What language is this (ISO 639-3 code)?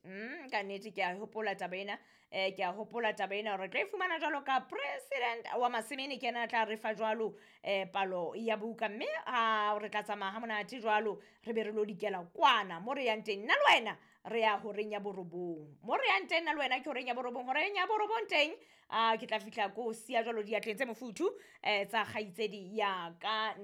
sot